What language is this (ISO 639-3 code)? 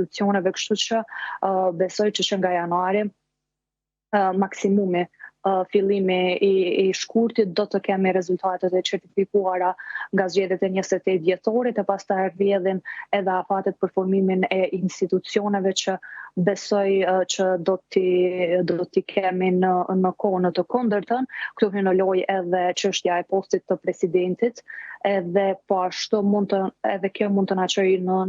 sqi